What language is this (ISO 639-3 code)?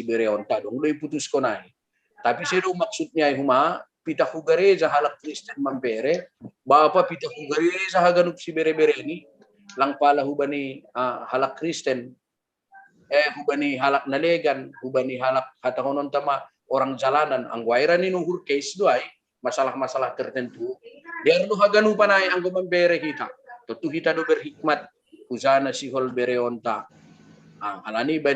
bts